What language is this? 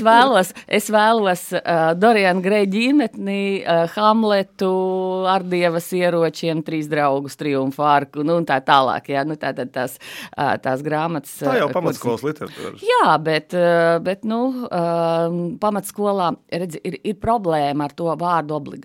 Latvian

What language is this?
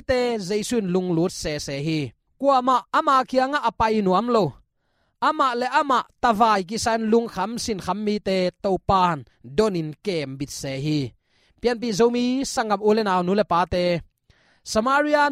Tedim Chin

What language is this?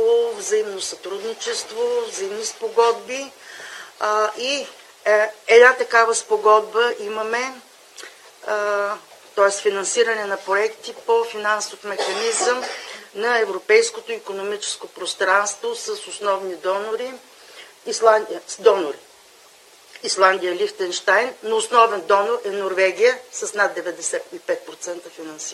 Bulgarian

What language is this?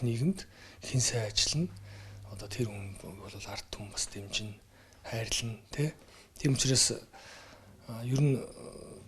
Mongolian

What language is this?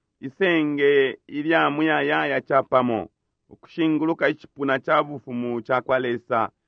Bemba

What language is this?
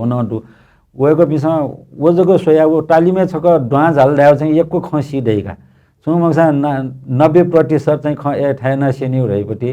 Newari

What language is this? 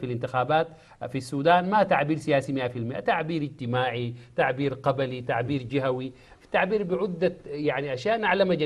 Sudanese Arabic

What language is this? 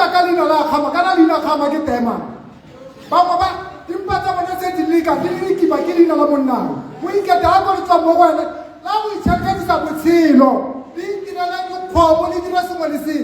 Tswana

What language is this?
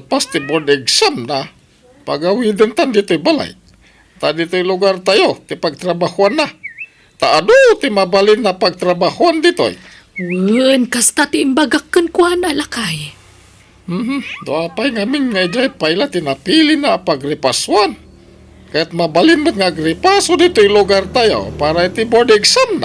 Iloko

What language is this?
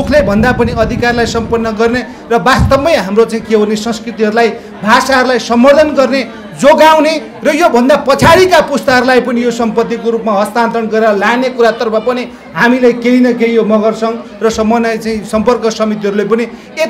Nepali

